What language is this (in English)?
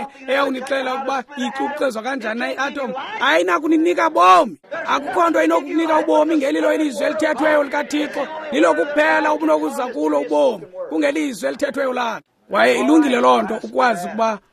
Xhosa